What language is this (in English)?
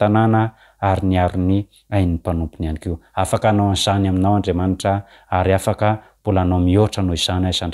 Malagasy